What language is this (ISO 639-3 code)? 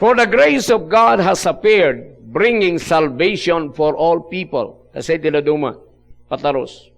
ilo